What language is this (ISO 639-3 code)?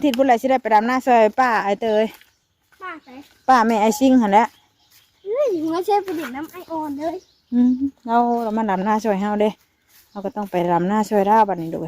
tts